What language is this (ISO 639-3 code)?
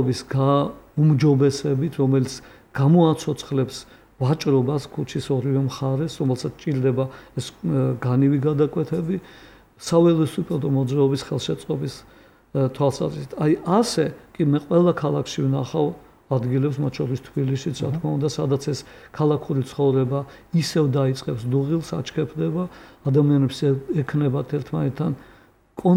kat